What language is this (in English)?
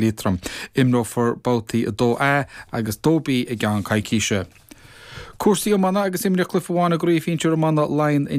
Irish